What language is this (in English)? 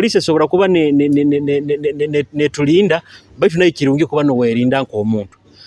Nyoro